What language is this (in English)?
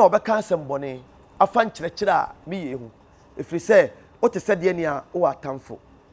Akan